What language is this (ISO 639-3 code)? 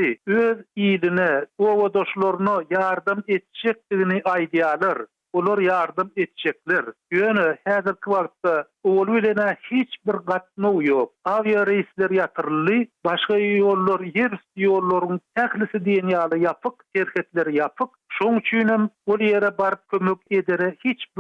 tuk